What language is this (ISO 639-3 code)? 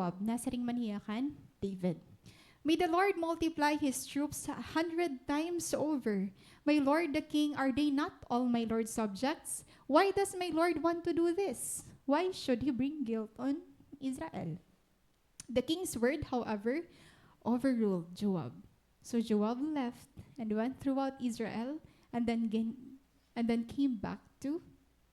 war